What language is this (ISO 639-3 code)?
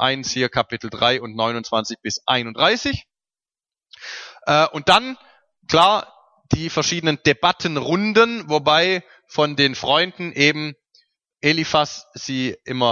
deu